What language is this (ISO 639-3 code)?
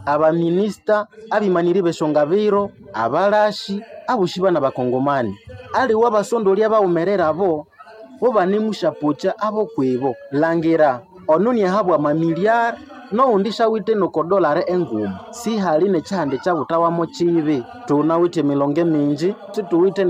nnb